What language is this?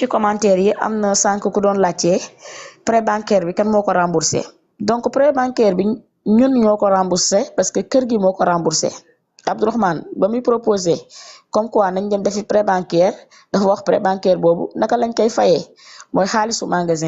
Wolof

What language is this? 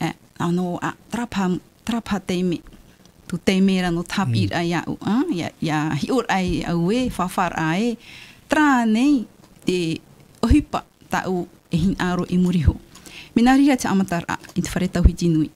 Tahitian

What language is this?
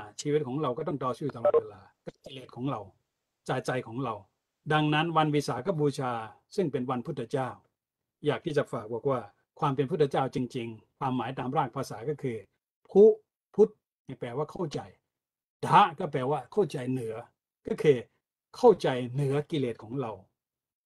Thai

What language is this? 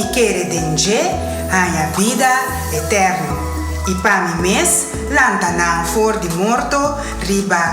Papiamento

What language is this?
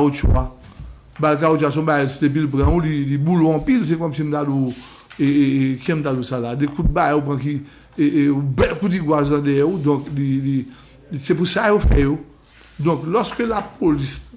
Haitian Creole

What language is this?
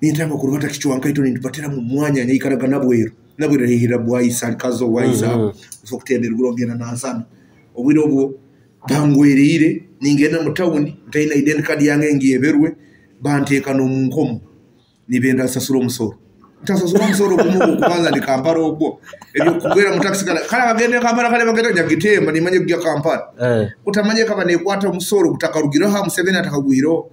Nyoro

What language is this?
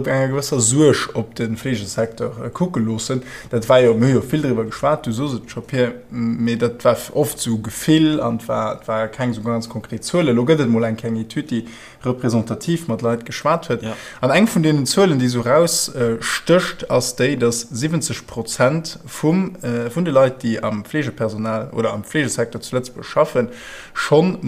Luxembourgish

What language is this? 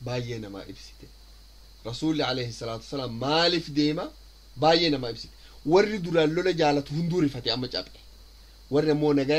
Oromo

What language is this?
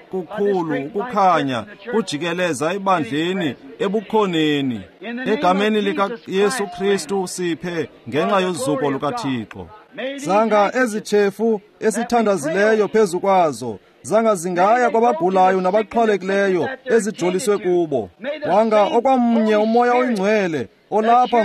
Xhosa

